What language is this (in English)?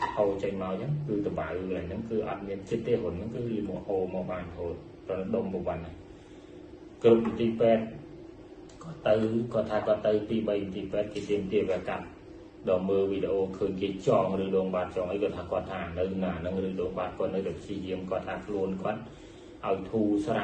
Khmer